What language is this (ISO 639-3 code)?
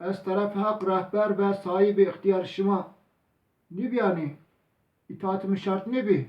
zza